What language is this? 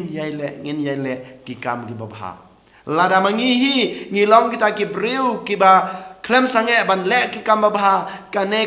Khasi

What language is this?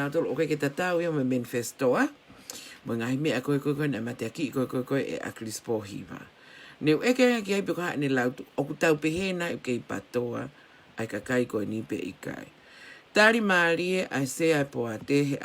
Tongan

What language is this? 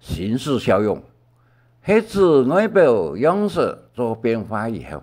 Hakka Chinese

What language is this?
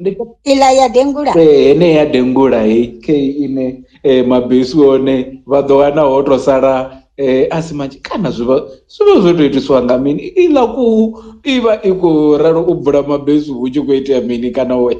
Venda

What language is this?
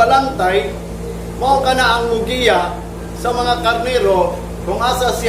Cebuano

